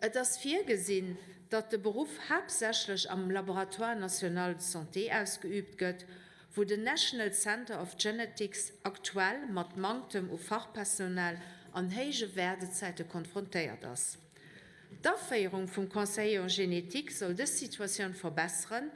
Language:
Luxembourgish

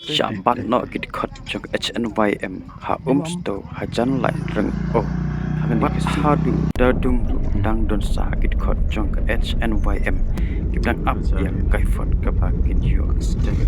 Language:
Khasi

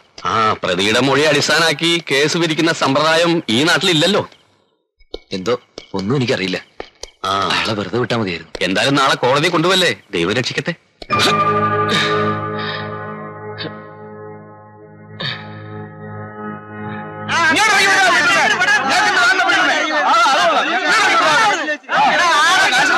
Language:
Malayalam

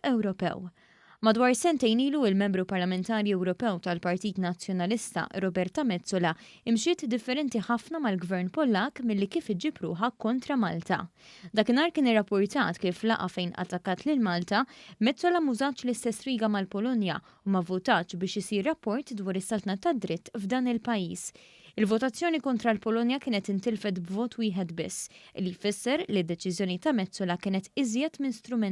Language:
Maltese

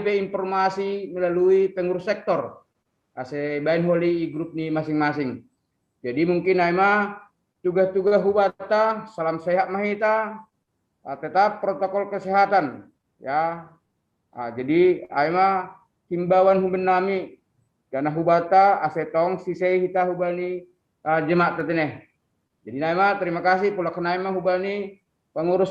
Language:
Batak Simalungun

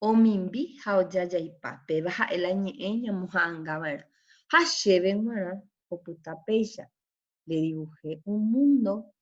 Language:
Guarani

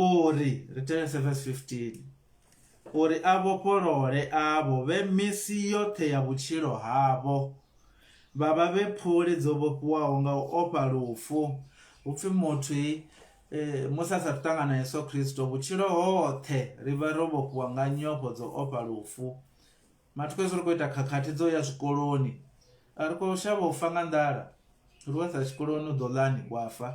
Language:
Venda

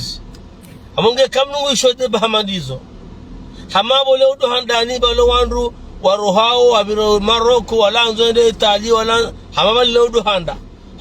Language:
Ngazidja Comorian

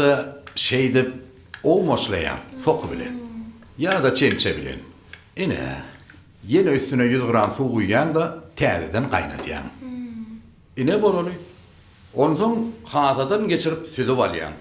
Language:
Turkmen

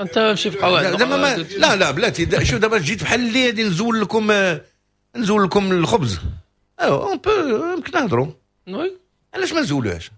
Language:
Moroccan Arabic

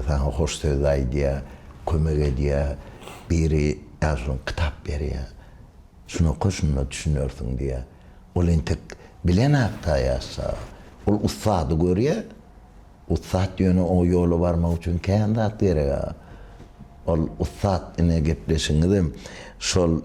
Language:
Turkmen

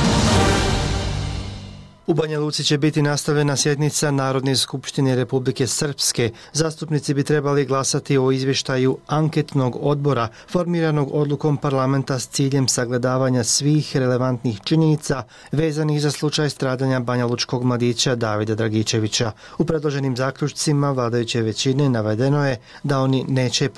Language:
Bosnian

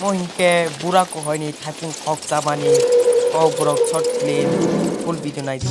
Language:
Kok Borok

